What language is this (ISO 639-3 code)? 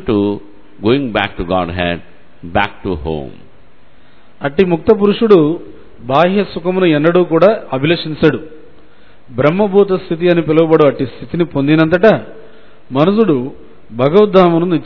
tel